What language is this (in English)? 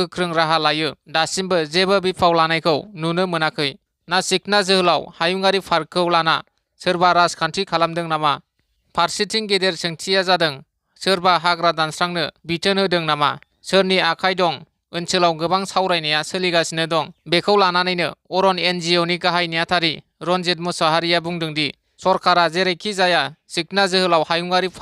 Bodo